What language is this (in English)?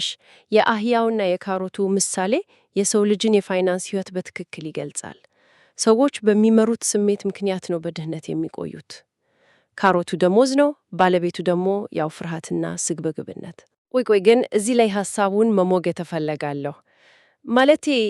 Amharic